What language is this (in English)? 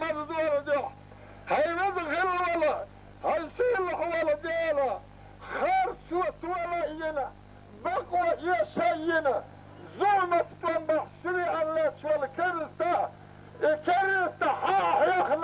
Chechen